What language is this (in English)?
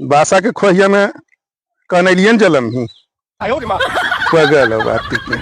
Magahi